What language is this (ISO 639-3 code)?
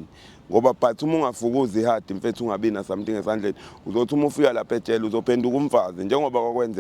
zul